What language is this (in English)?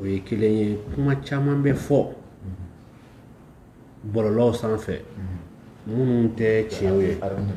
Bambara